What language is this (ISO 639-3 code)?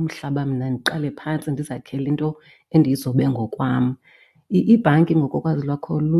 xho